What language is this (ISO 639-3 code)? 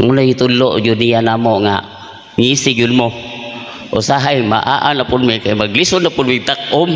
ceb